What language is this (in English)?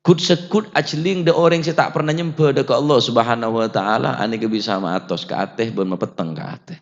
Madurese